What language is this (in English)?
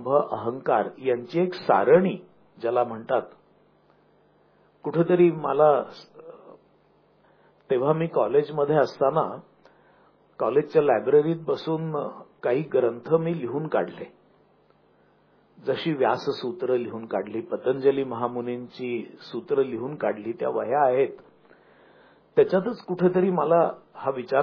Marathi